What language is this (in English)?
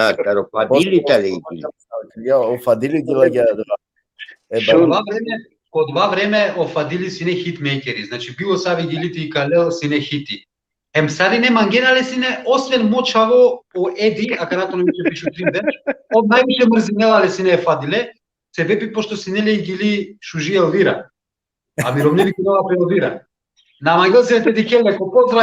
Balkan Romani